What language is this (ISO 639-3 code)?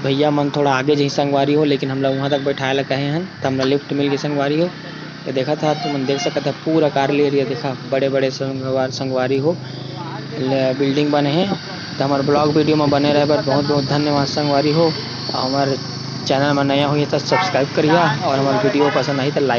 hne